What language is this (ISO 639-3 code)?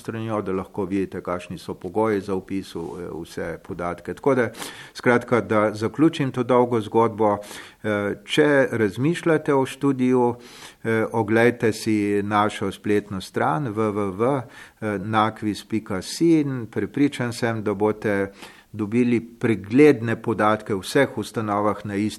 slv